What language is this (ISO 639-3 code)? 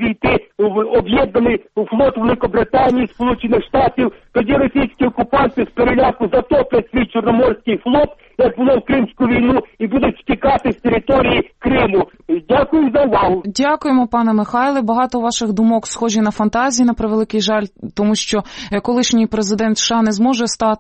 ukr